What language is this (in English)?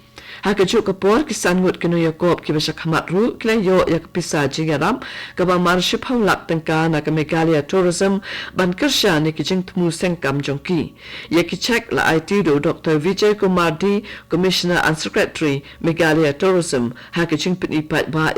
Khasi